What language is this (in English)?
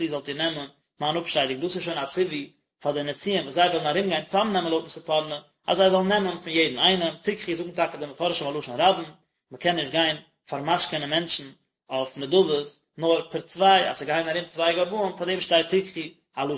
Yiddish